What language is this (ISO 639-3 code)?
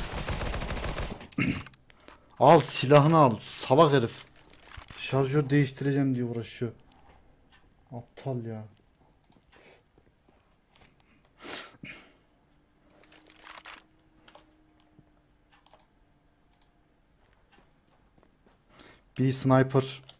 tur